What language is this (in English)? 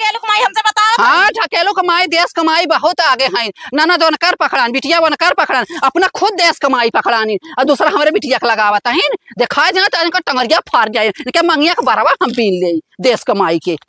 Awadhi